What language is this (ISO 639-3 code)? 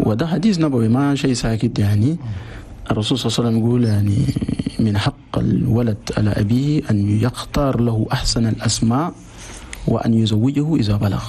shu